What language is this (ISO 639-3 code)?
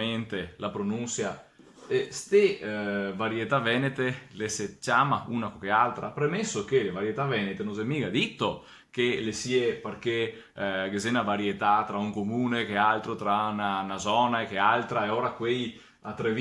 vec